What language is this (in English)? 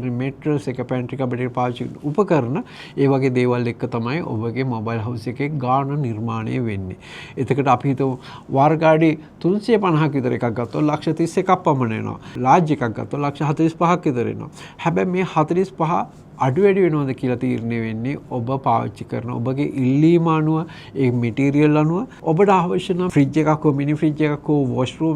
Sinhala